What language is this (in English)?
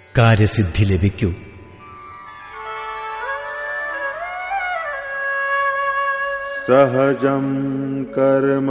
Malayalam